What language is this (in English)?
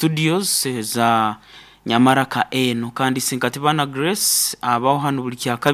Nyoro